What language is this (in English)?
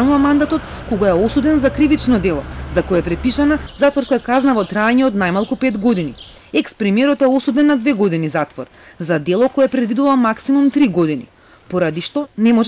Macedonian